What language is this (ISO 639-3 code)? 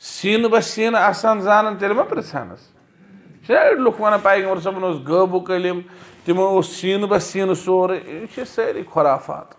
kas